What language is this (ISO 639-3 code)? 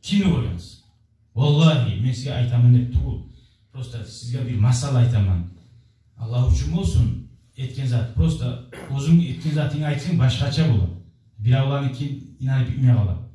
kum